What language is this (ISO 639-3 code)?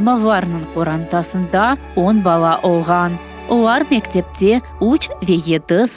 crh